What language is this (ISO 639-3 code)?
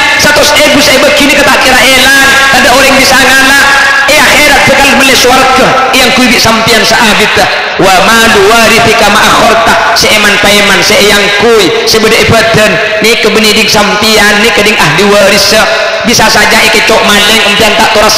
mad